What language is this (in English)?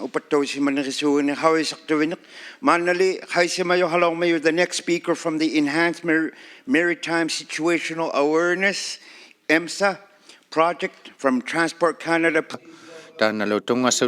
Inuktitut